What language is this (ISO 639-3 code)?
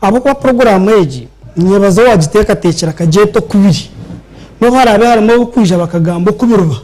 nyn